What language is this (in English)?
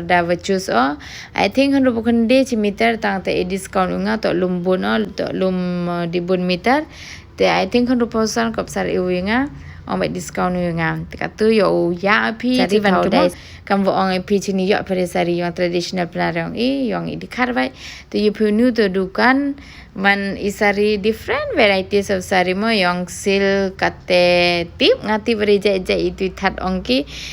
Pnar